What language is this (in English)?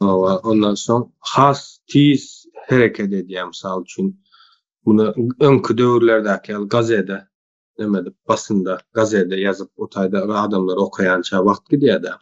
Turkmen